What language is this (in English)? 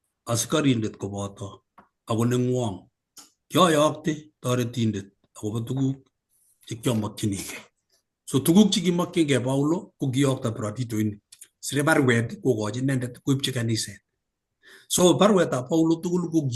Kalenjin